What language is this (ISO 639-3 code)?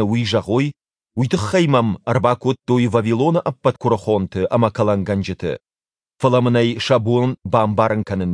oss